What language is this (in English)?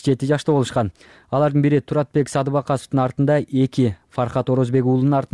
Kyrgyz